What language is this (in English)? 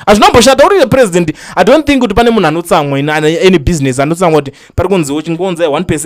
Shona